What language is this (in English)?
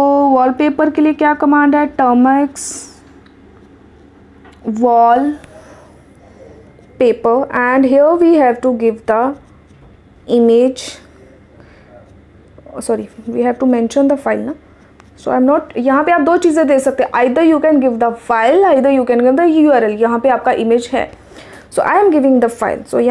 Hindi